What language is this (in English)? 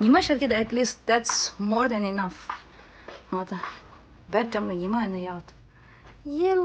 Tibetan